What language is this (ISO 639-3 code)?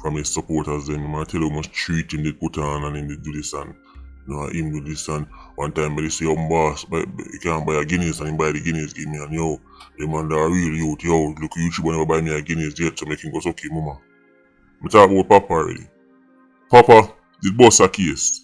jam